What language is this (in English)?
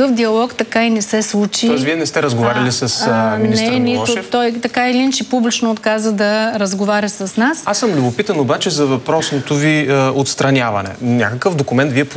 Bulgarian